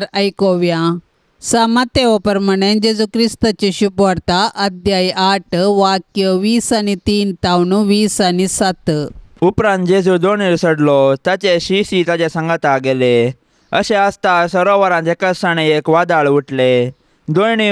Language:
Konkani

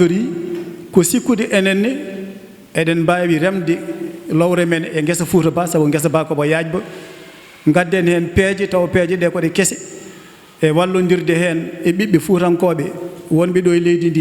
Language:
Fula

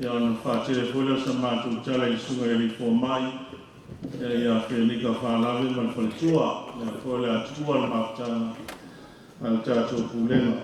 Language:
Samoan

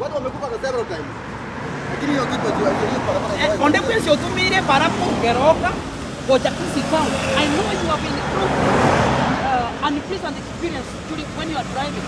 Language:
Gusii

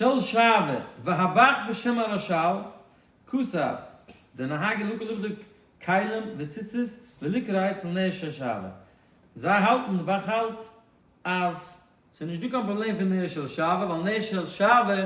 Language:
Yiddish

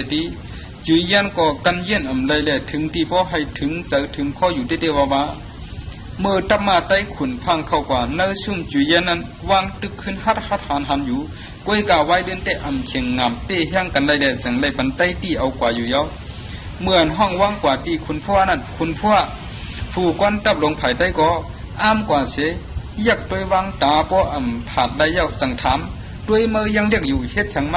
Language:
Shan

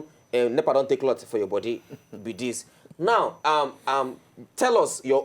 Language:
Nigerian Pidgin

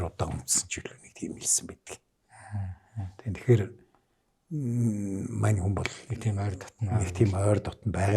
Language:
Mongolian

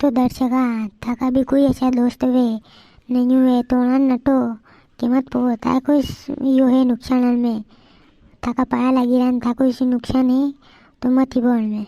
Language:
Rajasthani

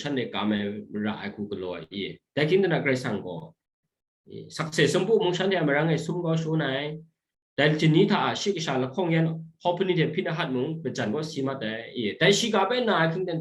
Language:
Kachin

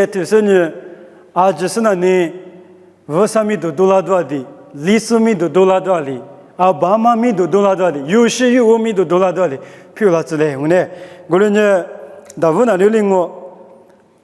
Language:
Lisu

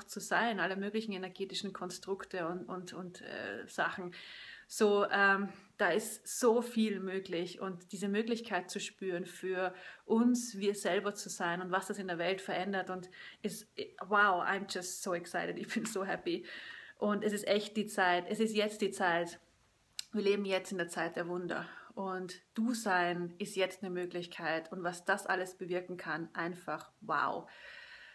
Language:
German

